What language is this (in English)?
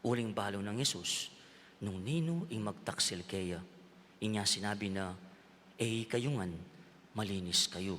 Pampanga